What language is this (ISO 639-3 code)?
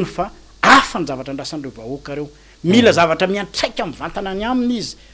mlg